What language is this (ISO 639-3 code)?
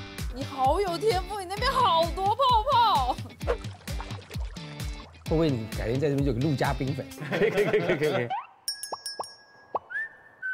zho